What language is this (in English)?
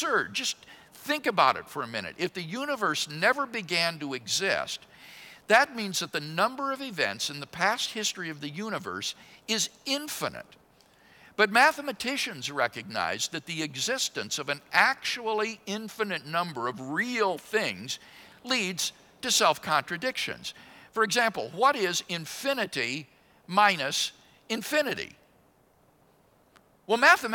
English